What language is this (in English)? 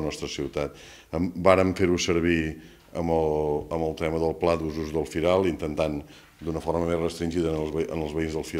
Catalan